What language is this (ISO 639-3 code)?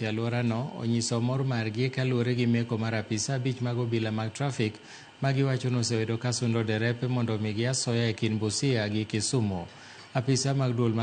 luo